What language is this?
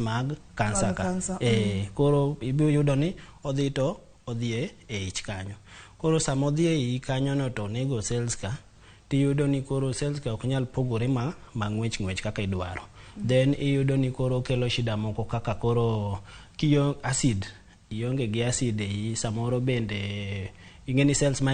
Luo (Kenya and Tanzania)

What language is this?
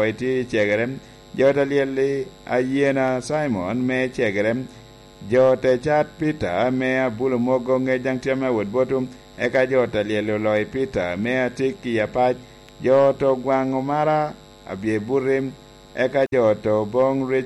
Lango (Uganda)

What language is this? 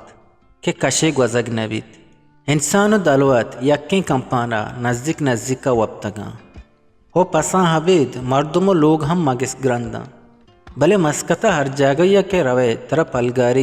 Eastern Balochi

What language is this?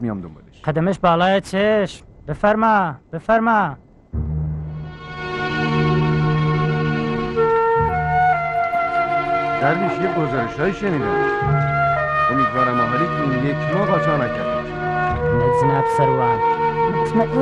Persian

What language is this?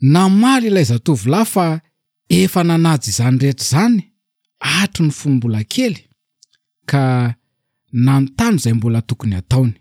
Malagasy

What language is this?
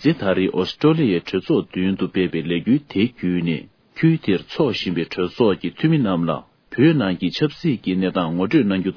Tibetan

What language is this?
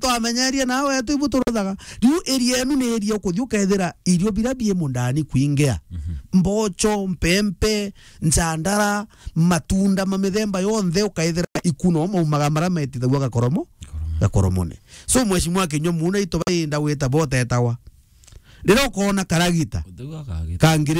Meru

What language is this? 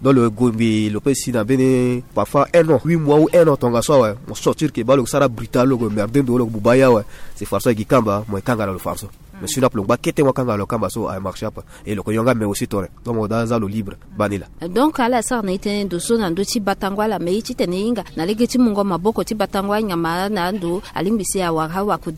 Sango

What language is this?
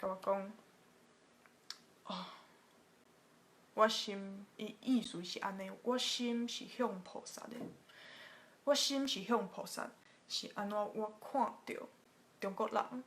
Min Nan Chinese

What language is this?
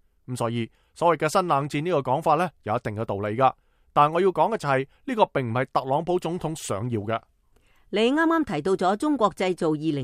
Cantonese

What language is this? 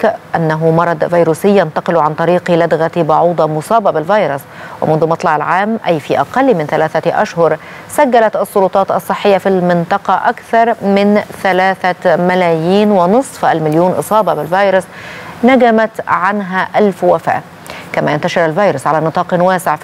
Arabic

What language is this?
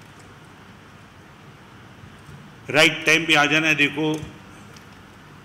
Hindi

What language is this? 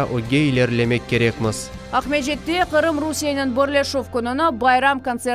Crimean Tatar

